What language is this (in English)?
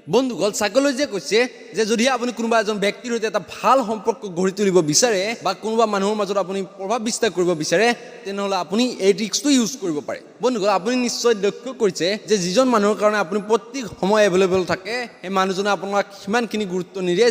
Assamese